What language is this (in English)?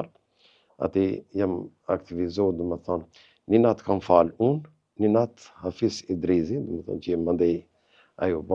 Albanian